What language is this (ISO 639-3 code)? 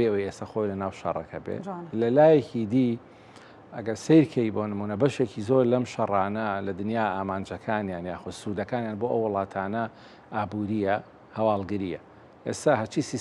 ckb